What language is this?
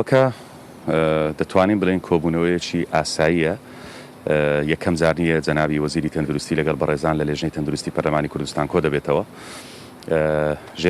Central Kurdish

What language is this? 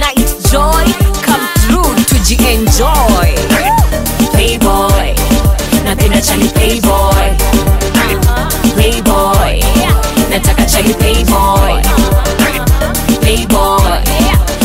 Swahili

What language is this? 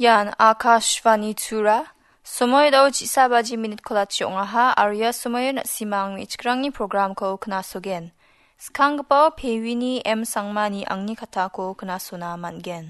Garo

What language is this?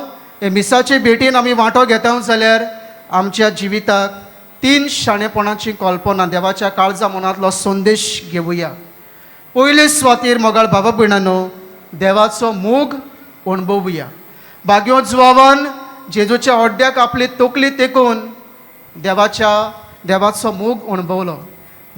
Konkani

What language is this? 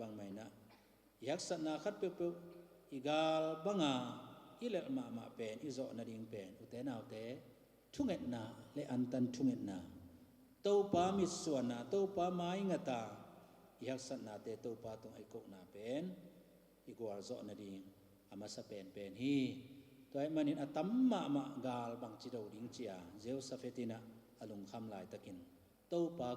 Tedim Chin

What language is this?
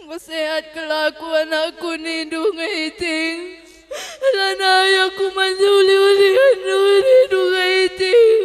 Batak Karo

